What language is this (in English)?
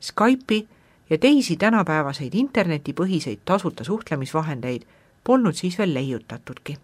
Estonian